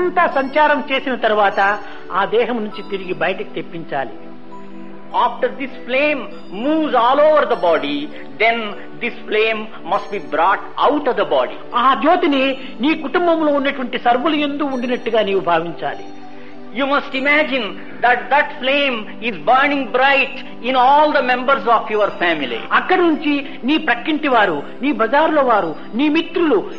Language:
Telugu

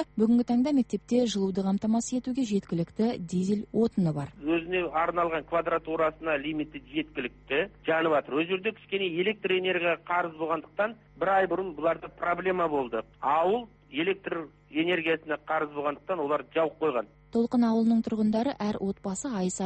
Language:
Kazakh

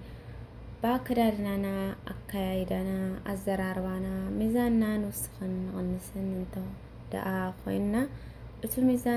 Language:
Tigrinya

